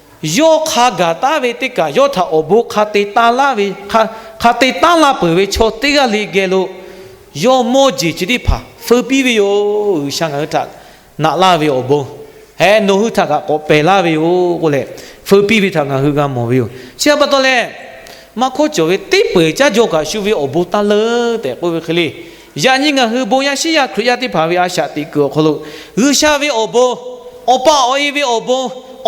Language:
Lahu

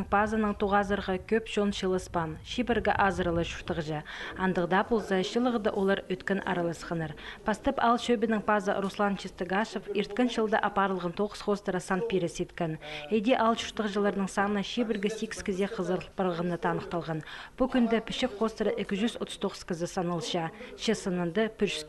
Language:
Khakas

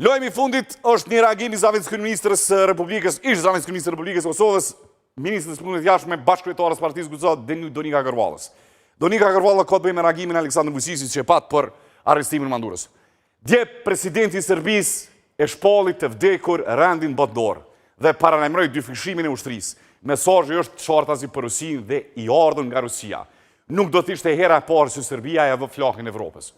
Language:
Albanian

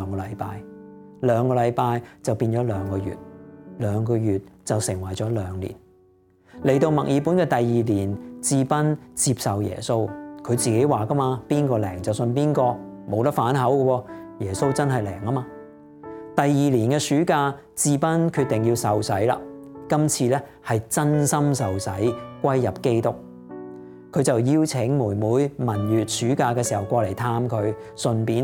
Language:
Cantonese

